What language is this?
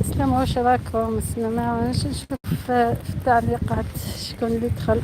Algerian Arabic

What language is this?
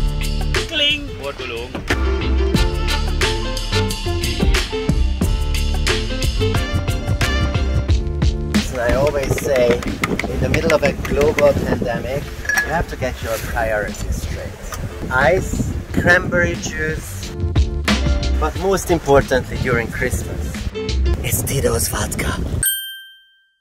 Hungarian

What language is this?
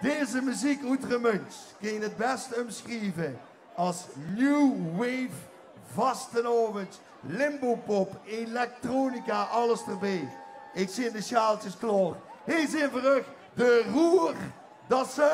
Limburgish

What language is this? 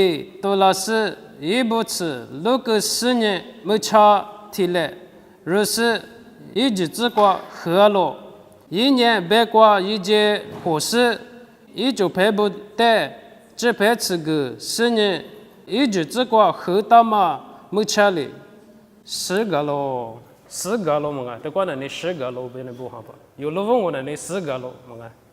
Lisu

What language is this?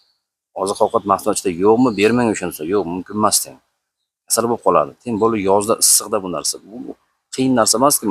Uzbek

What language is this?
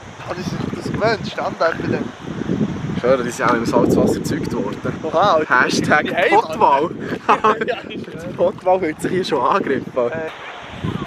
Swiss German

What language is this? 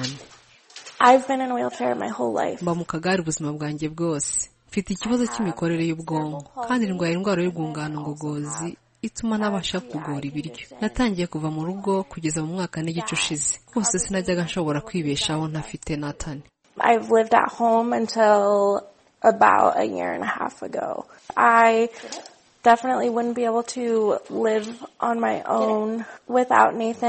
Kinyarwanda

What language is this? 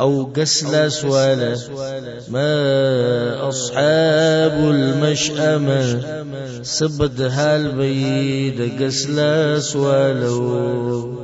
Pashto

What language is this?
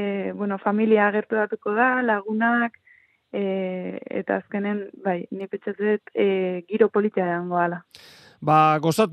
Basque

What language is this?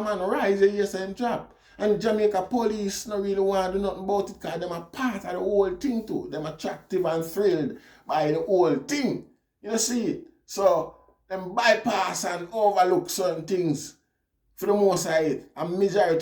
Jamaican Creole English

